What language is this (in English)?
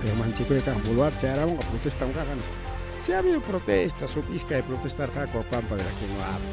Ayacucho Quechua